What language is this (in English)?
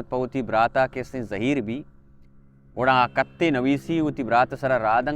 Baluchi